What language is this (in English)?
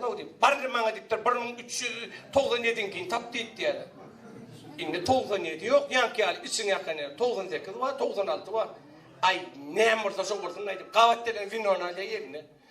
Turkmen